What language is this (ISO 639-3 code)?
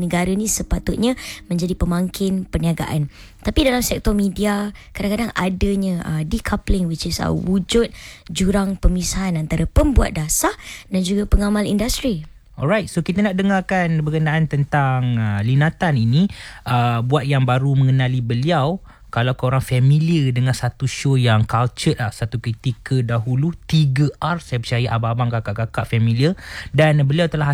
msa